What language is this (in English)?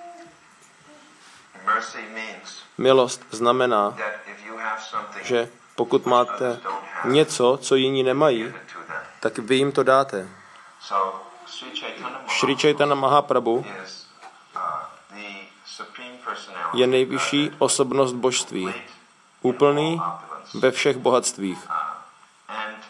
Czech